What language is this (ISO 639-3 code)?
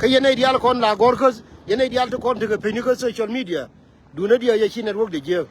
nus